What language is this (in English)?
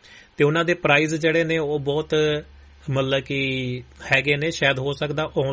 Punjabi